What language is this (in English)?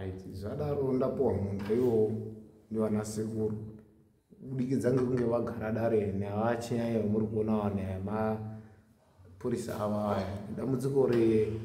Shona